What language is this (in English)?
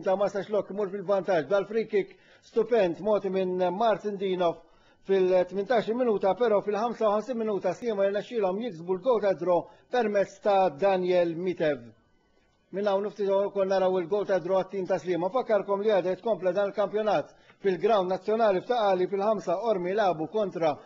Maltese